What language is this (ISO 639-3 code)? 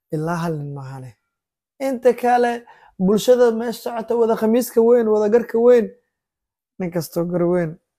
som